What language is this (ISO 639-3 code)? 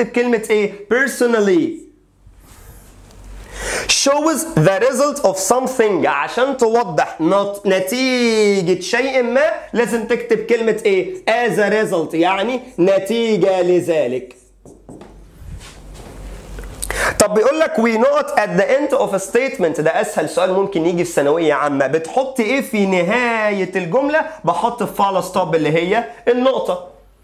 arz